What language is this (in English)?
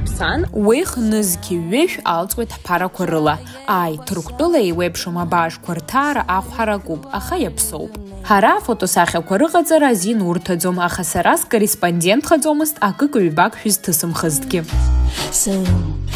Abkhazian